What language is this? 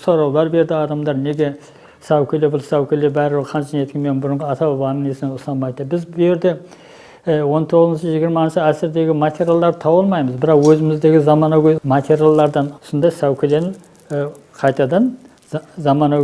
Kara-Kalpak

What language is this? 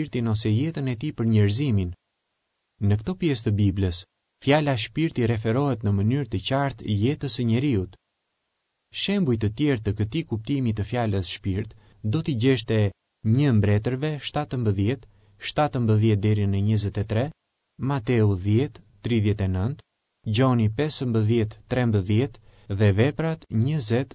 Albanian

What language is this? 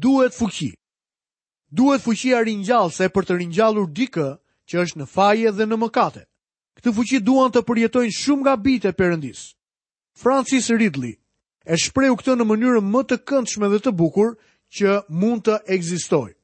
Albanian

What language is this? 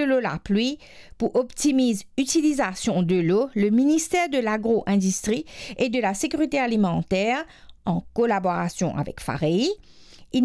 Morisyen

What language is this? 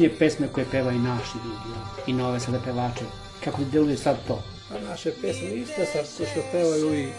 Serbian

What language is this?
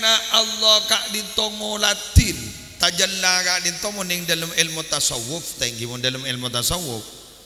Madurese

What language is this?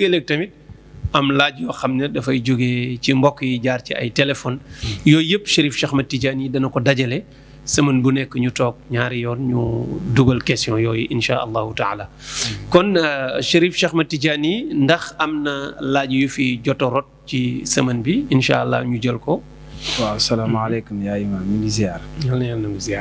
Wolof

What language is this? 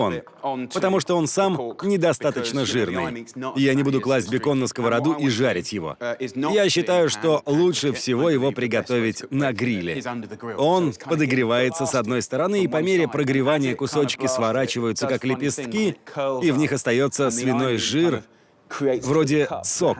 Russian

